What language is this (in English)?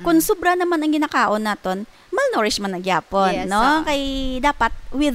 Hiligaynon